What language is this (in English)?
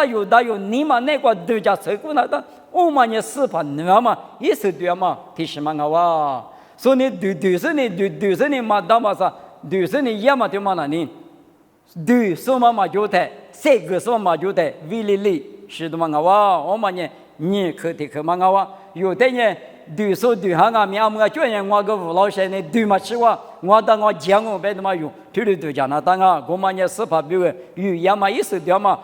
Lisu